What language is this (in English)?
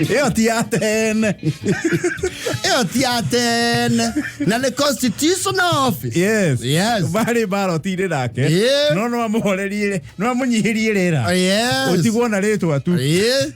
Kikuyu